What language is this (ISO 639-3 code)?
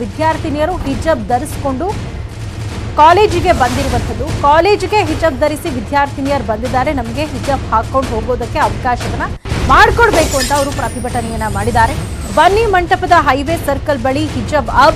kan